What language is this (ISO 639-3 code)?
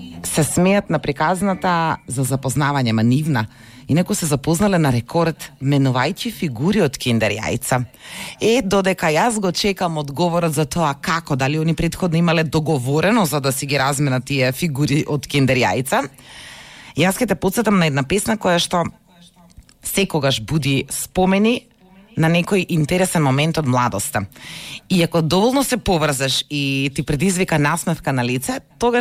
mkd